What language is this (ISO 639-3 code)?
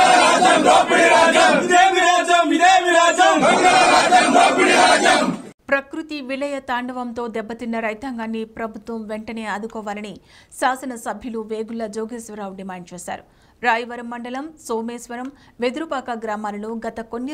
tel